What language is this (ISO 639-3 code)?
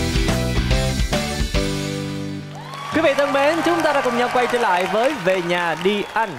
vie